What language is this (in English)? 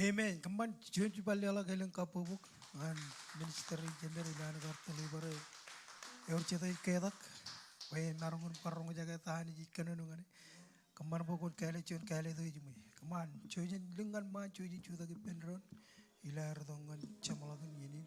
Marshallese